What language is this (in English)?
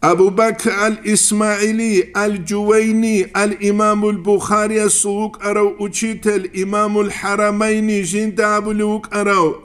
Avaric